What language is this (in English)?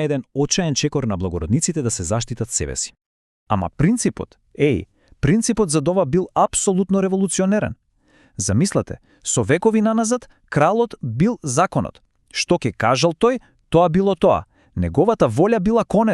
Macedonian